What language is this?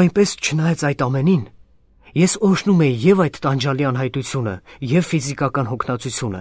Armenian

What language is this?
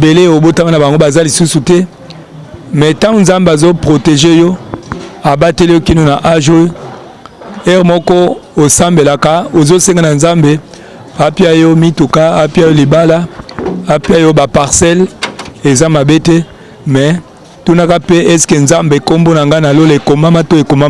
Lingala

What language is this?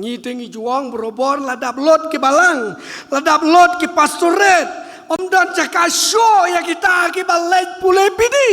Khasi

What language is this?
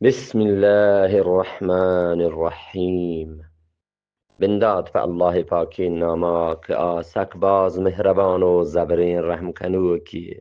Eastern Balochi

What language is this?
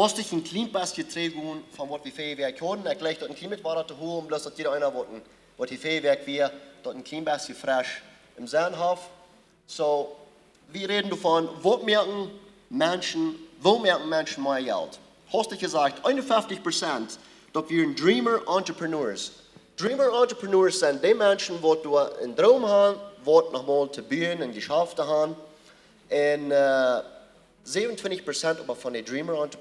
Plautdietsch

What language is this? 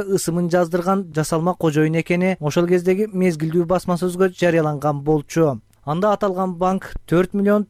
Kyrgyz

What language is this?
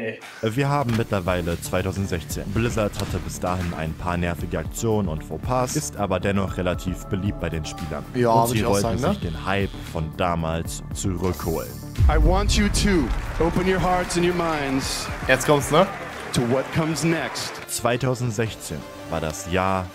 German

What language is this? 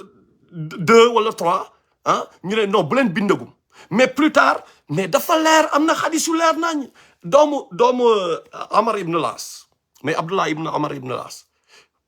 Wolof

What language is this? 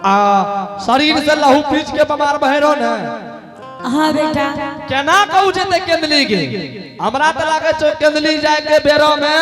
Angika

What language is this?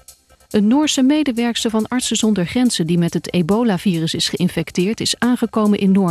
Dutch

